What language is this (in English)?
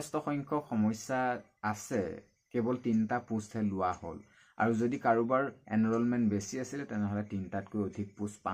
Assamese